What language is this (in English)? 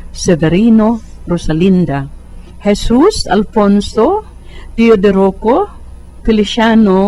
Cebuano